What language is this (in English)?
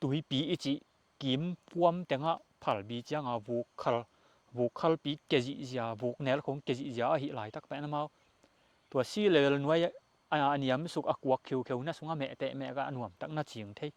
Tedim Chin